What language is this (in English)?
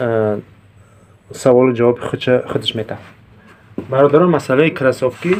Tajik